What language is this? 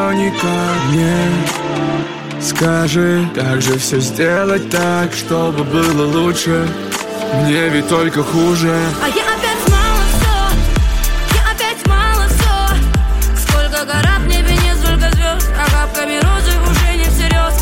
Russian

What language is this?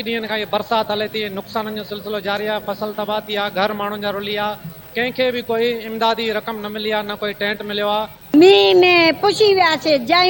Sindhi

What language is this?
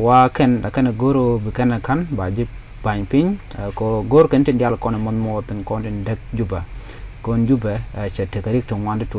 Nuer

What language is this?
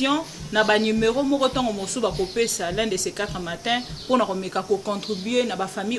Lingala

